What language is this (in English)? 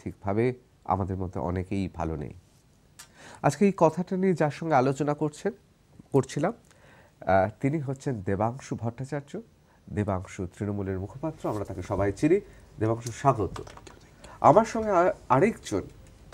Bangla